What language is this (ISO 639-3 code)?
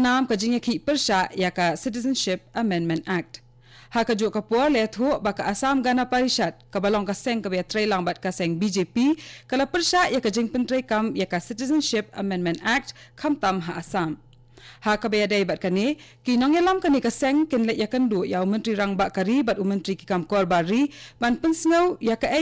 kha